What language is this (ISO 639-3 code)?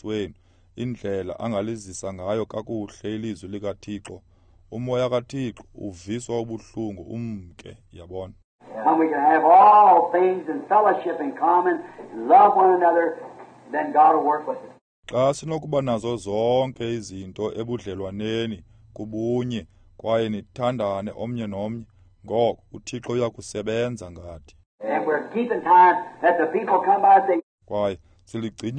xho